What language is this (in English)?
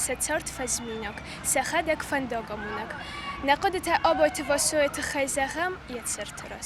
Ossetic